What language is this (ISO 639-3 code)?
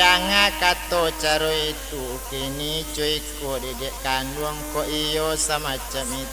min